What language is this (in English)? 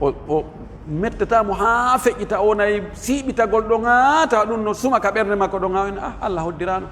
Pular